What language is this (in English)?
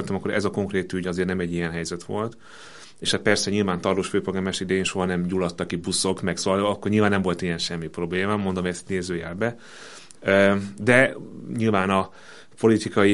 Hungarian